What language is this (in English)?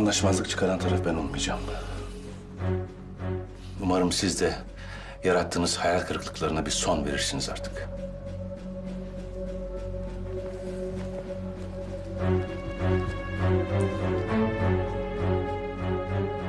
Turkish